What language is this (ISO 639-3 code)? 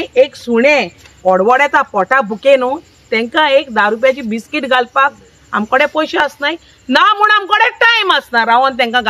kok